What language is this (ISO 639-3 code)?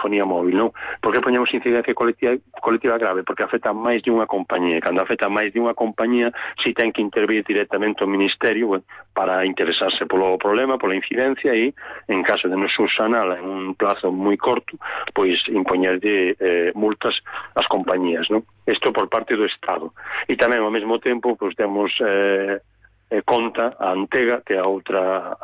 glg